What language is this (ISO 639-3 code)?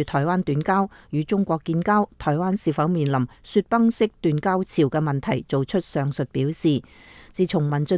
yue